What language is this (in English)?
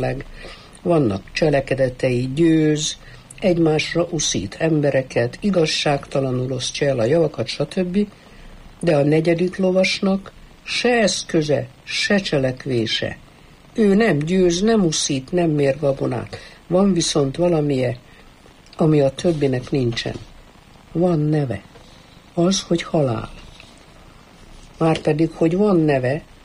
Hungarian